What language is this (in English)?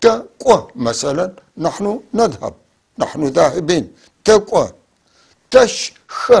North Levantine Arabic